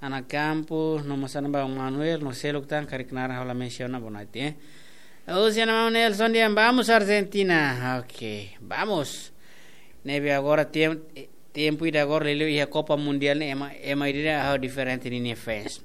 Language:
Tetum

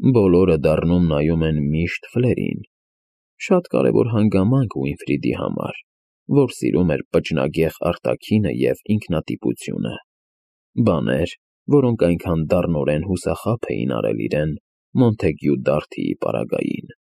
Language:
Armenian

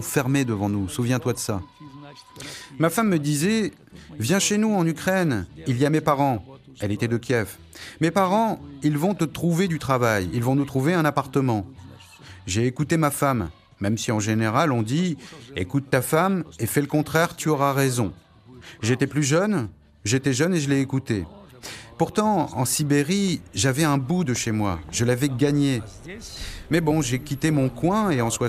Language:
French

